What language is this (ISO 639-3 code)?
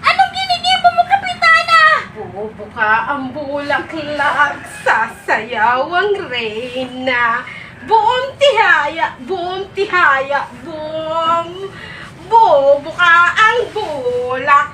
bik